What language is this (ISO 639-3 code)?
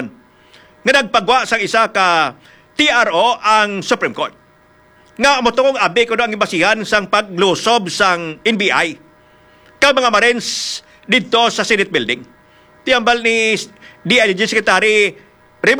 hil